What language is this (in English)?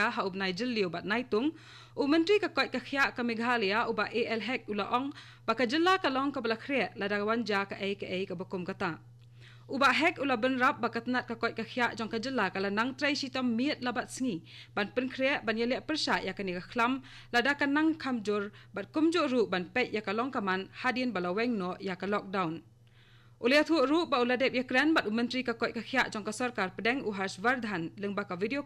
Khasi